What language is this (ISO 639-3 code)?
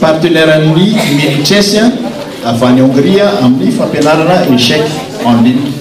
mlg